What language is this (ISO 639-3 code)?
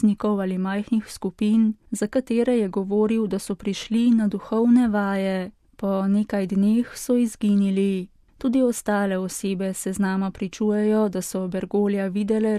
slv